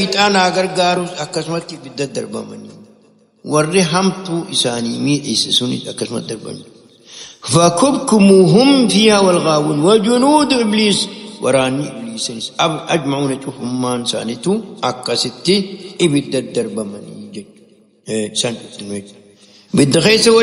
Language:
Oromo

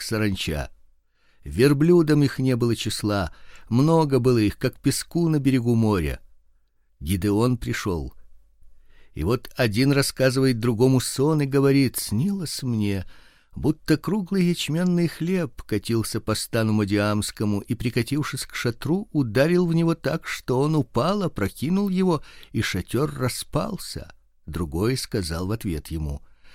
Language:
Russian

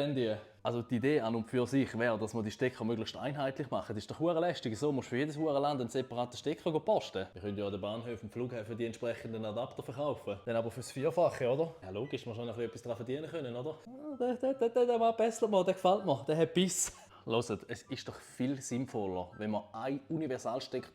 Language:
Swiss German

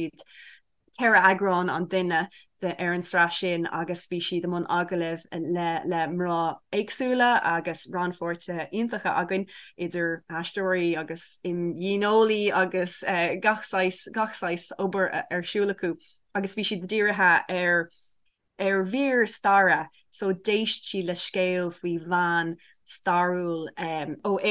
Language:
Irish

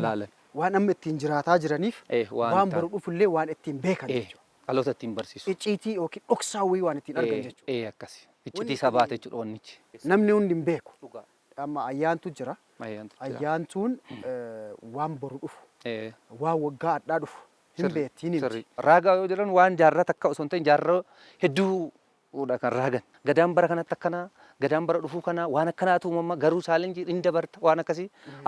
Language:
Oromo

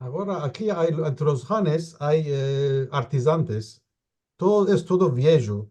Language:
Ladino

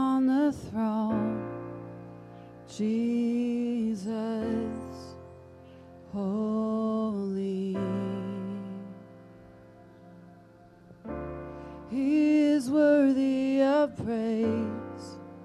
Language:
English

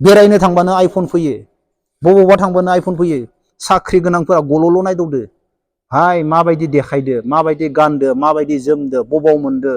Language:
Bodo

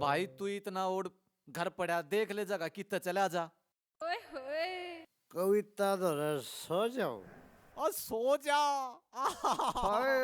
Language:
Haryanvi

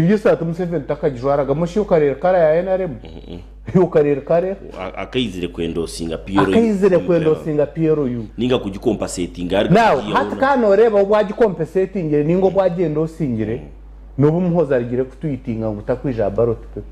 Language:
Nyankole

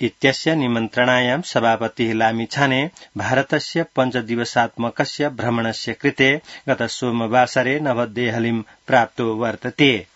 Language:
Sanskrit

